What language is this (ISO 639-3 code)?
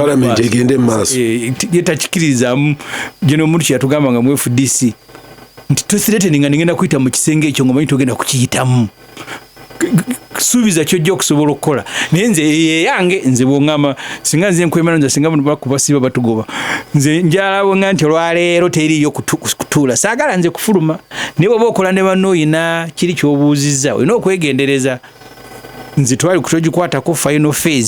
lug